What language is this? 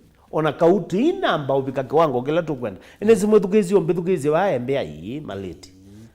Kamba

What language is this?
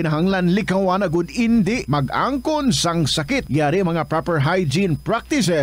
Hiligaynon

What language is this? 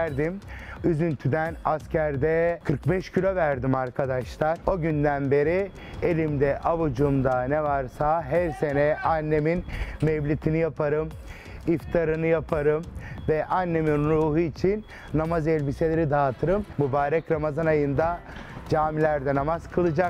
Turkish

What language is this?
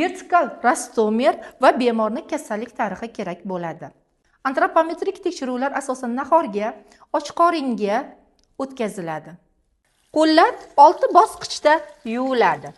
Uzbek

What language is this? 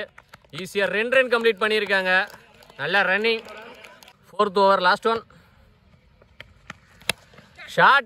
Tamil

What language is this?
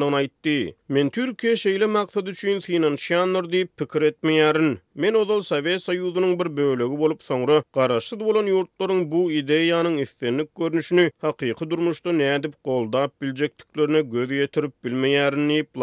Turkmen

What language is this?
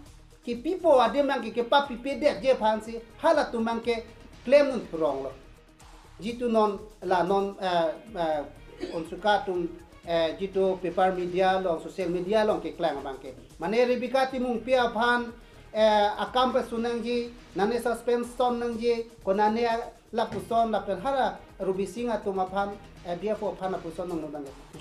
Karbi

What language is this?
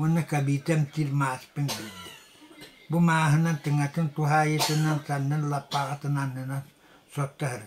Yakut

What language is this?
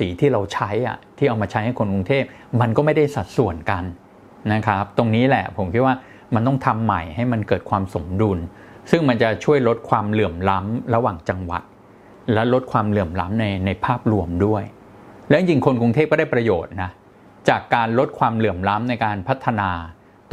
Thai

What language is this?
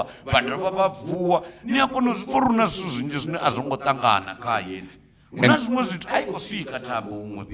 Venda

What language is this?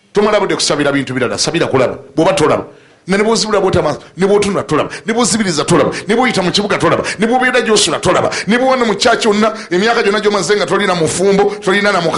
Ganda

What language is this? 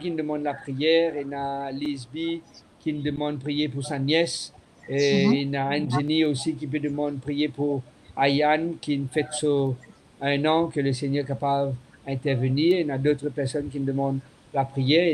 Morisyen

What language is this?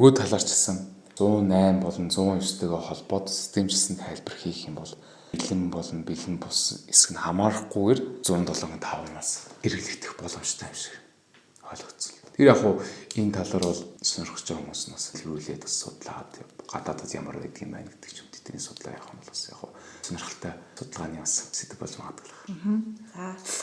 Mongolian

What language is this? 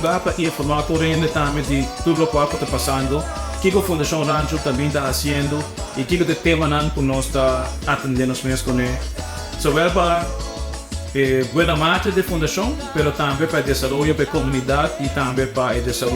Papiamento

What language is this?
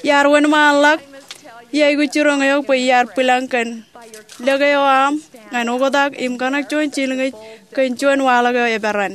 Marshallese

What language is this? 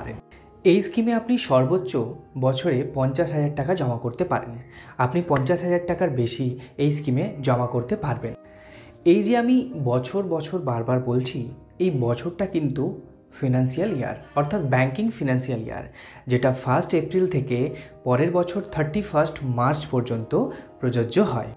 Bangla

